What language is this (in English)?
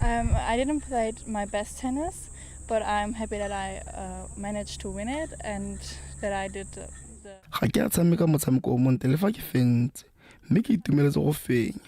Tswana